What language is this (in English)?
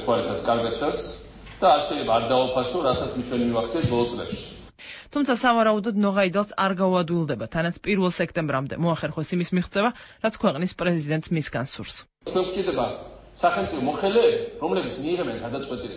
Georgian